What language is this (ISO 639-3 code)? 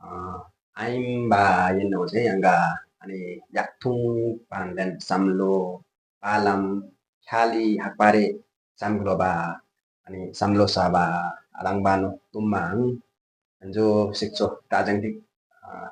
lif